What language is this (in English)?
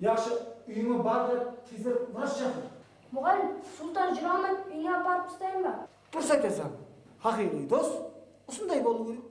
Kara-Kalpak